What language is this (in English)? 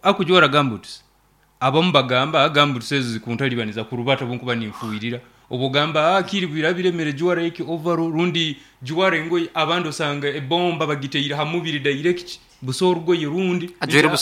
Nyoro